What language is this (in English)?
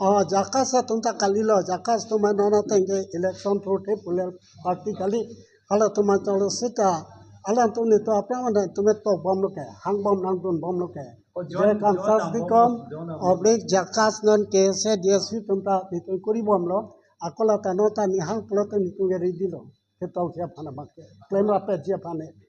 Karbi